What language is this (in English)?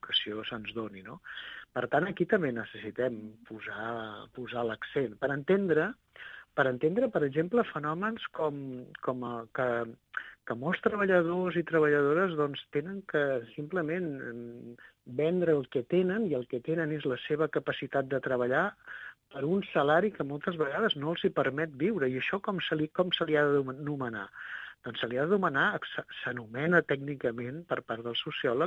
Catalan